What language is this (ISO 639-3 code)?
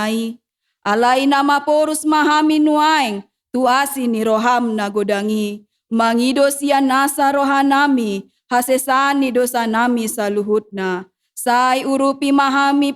bbc